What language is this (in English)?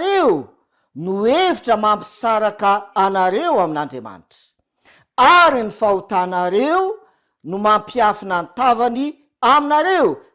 Malagasy